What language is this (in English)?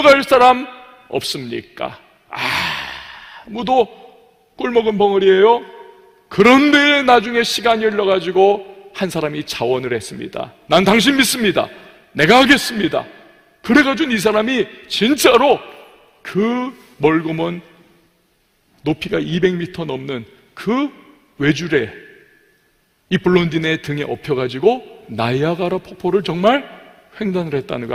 Korean